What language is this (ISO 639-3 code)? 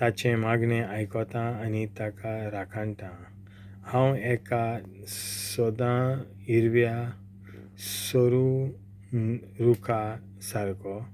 kok